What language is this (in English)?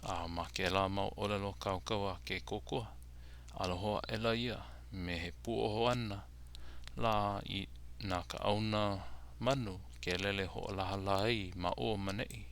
Hawaiian